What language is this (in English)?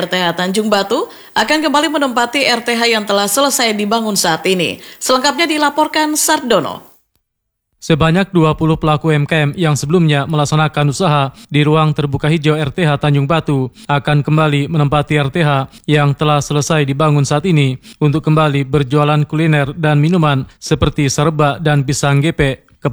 Indonesian